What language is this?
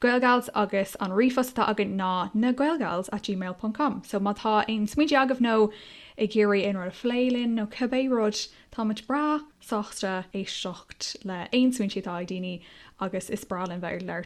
Irish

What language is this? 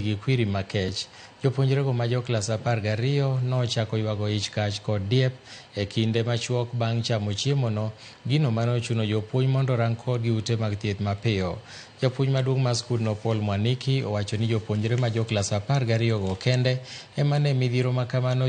Luo (Kenya and Tanzania)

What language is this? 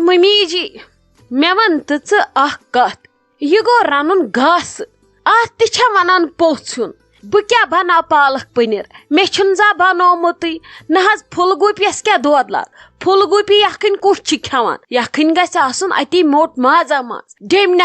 Kashmiri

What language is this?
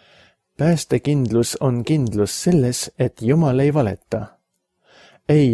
Estonian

